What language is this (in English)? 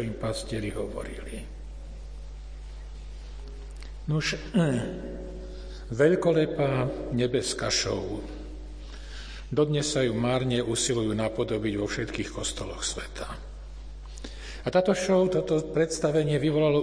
Slovak